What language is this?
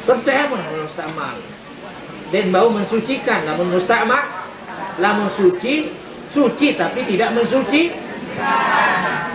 Sasak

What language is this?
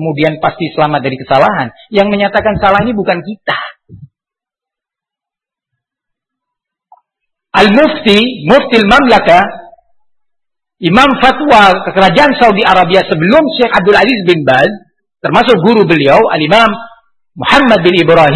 Indonesian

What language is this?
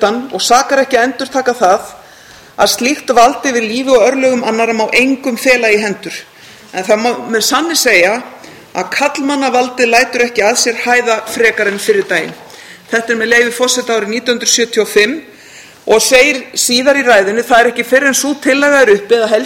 Icelandic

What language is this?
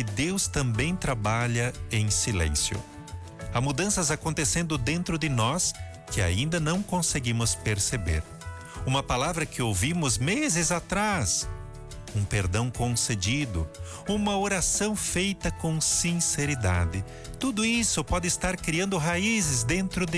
Portuguese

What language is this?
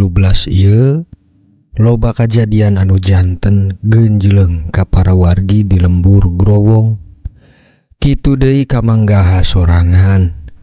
Sundanese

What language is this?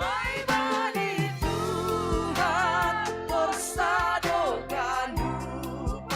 Batak Simalungun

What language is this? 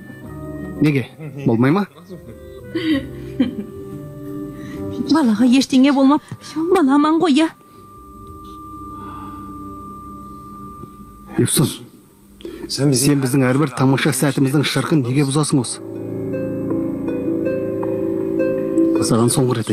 Kazakh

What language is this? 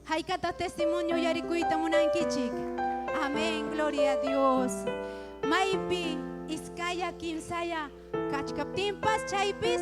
Ayacucho Quechua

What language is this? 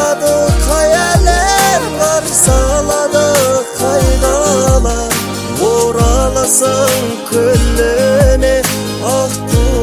Kazakh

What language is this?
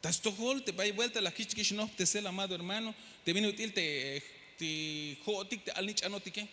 Tzeltal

